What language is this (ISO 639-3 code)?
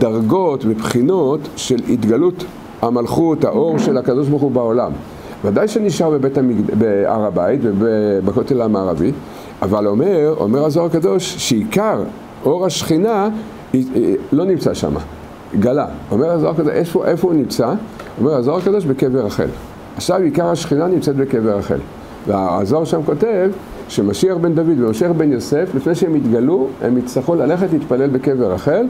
heb